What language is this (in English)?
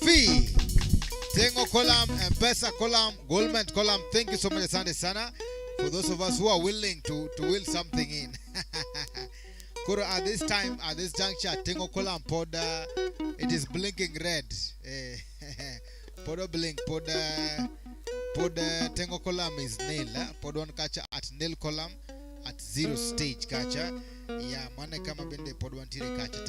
Luo (Kenya and Tanzania)